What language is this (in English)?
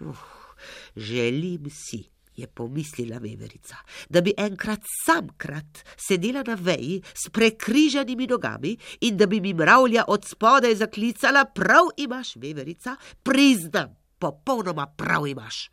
Slovenian